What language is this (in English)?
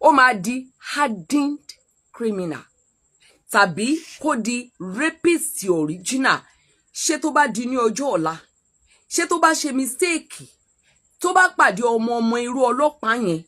Yoruba